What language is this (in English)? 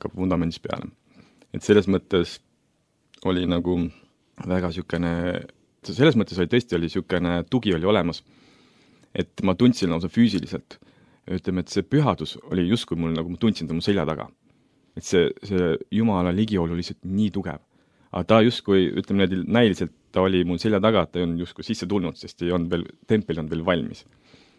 Estonian